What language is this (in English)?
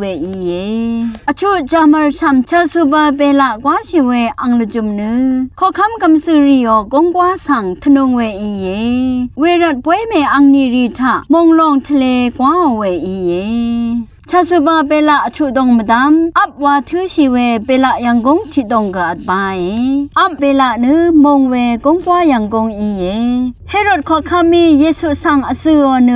Rawang